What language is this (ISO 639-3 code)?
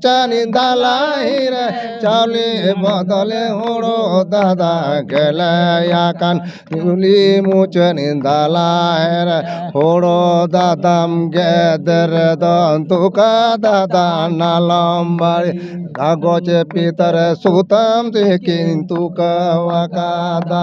sat